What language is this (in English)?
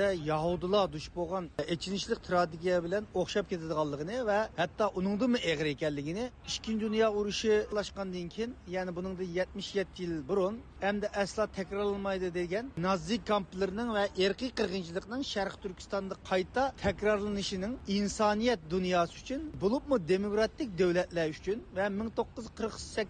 Uyghur